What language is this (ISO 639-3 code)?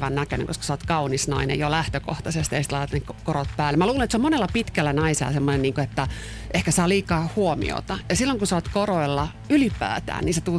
fin